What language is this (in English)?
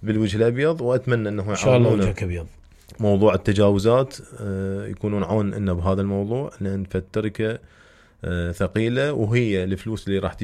Mesopotamian Arabic